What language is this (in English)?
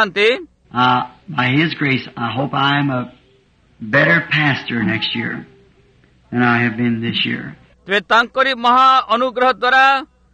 Odia